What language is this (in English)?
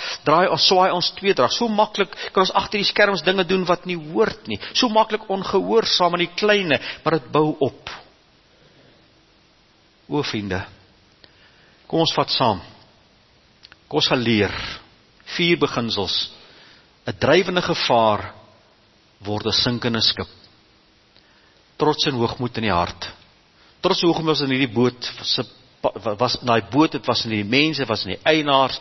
Afrikaans